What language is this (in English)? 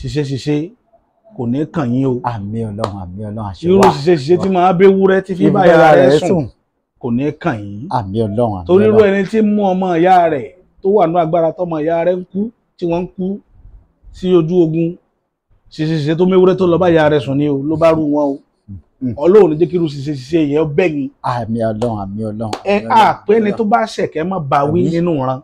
Yoruba